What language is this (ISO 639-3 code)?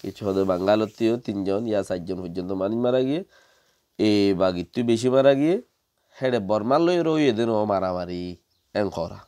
rhg